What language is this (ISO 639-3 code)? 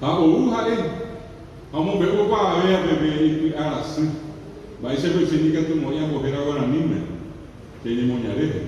grn